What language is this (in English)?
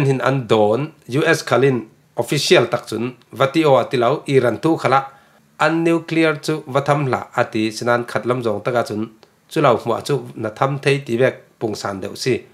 Falam Chin